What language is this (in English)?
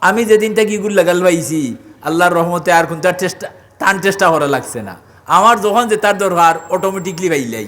Sylheti